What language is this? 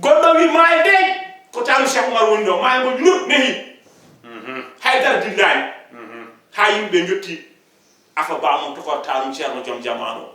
Fula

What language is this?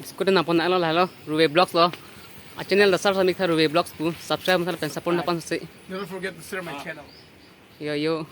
Karbi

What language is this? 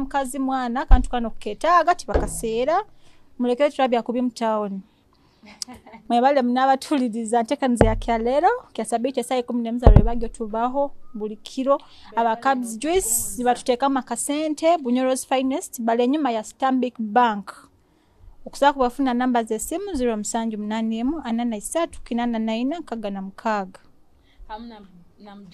Nyoro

